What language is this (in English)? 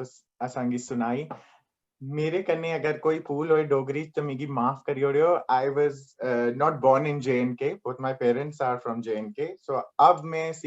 Dogri